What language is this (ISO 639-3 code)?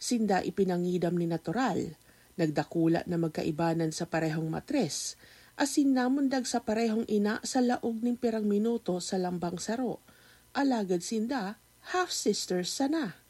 bik